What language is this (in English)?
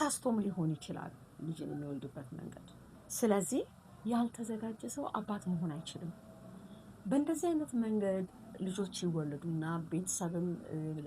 Amharic